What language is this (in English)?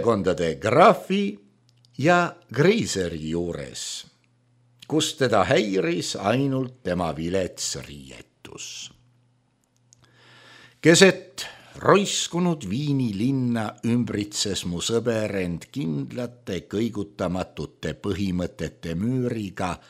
Estonian